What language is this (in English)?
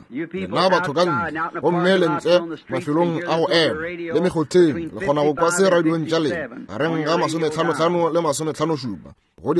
Northern Sotho